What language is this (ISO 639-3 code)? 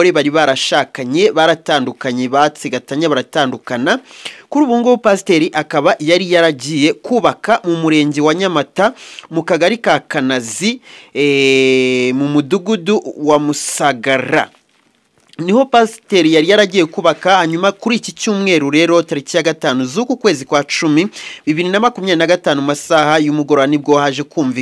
kin